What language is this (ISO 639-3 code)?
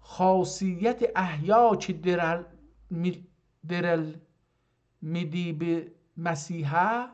azb